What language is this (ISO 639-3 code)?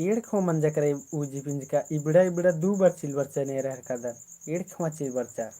kru